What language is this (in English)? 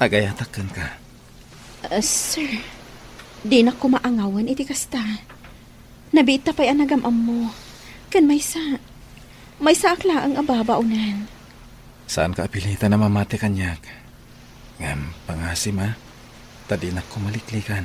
Iloko